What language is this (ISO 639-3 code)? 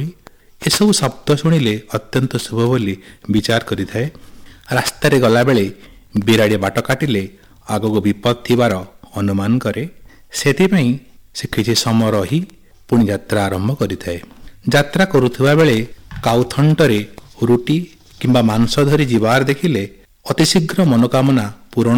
ori